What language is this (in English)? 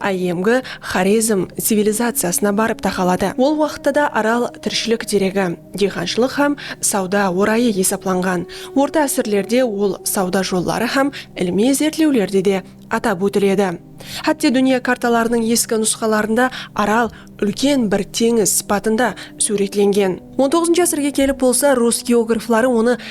Kara-Kalpak